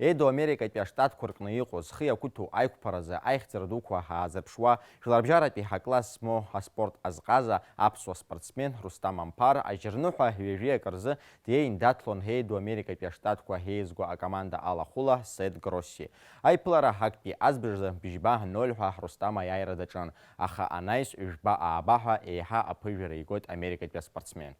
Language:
Abkhazian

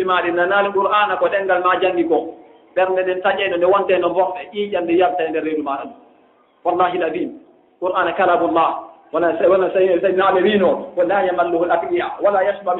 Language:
Fula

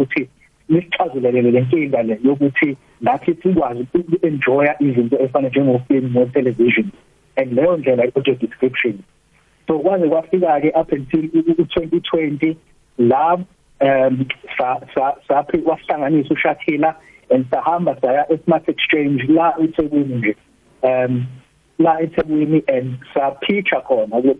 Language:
South Ndebele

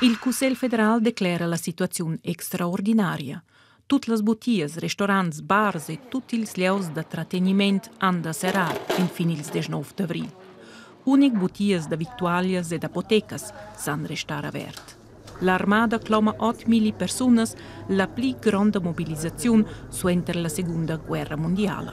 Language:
Romansh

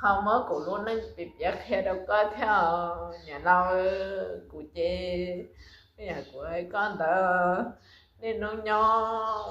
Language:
Hmong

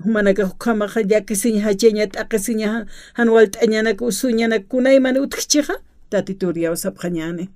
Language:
Aymara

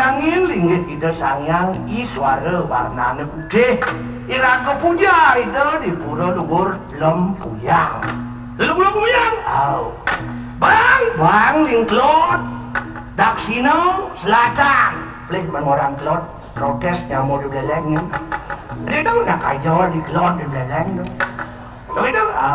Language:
Balinese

